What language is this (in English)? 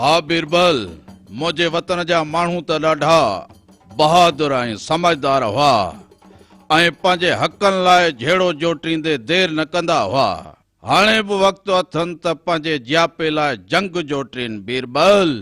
Sindhi